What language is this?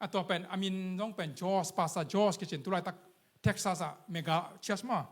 Tedim Chin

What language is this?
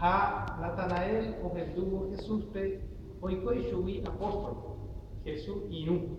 Guarani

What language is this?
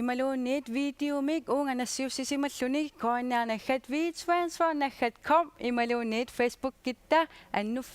Kalaallisut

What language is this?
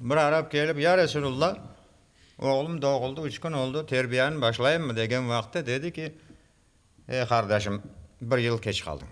Crimean Tatar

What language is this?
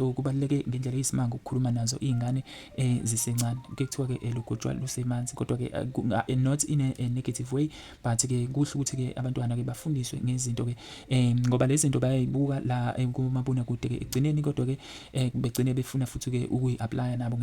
Zulu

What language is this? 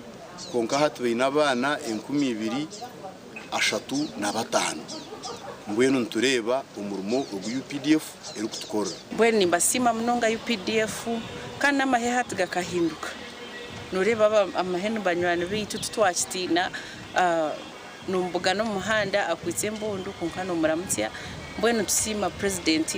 Nyankole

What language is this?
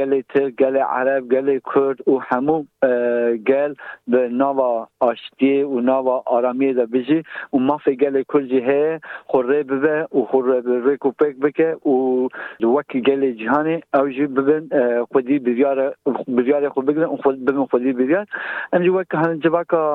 Kurdish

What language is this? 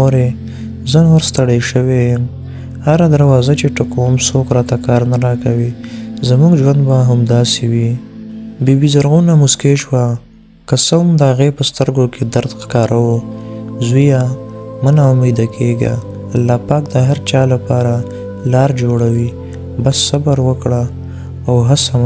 Pashto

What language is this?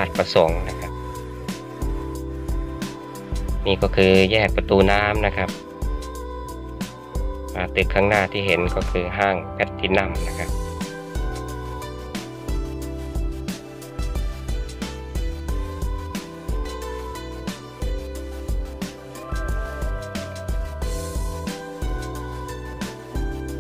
Thai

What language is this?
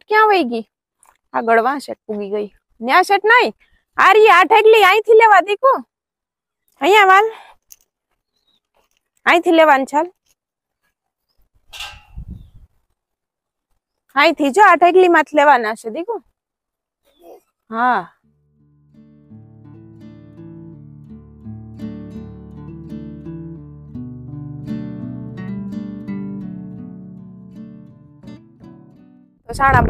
Gujarati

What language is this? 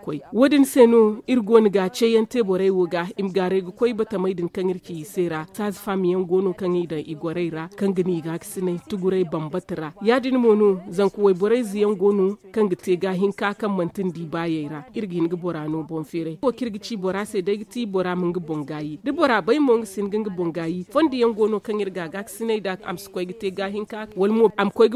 Zarma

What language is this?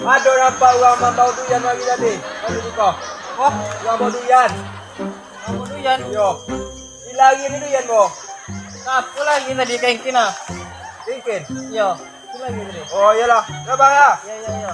Minangkabau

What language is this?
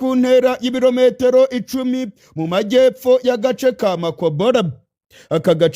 Rundi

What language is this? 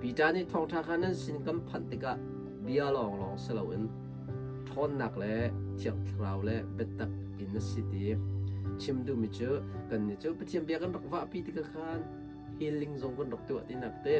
Hakha Chin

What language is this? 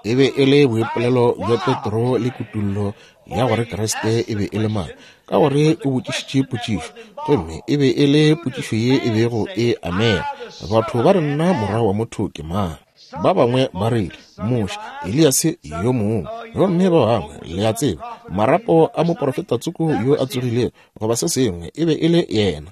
Northern Sotho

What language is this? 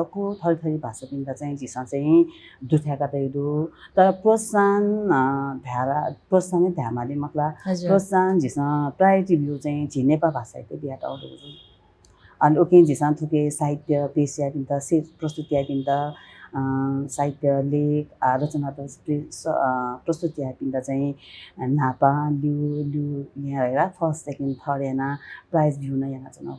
Newari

